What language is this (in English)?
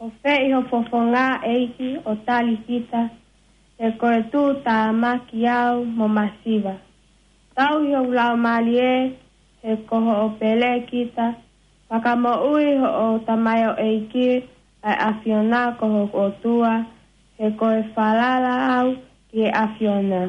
Tongan